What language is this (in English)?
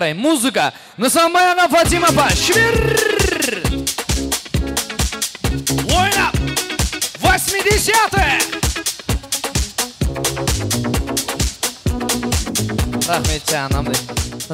Kazakh